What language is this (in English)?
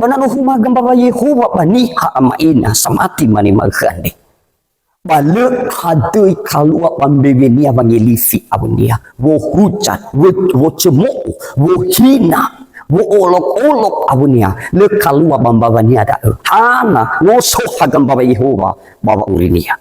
Nias